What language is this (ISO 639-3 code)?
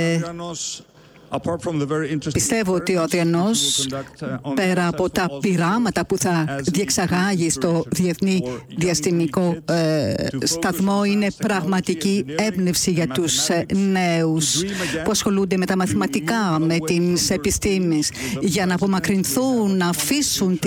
ell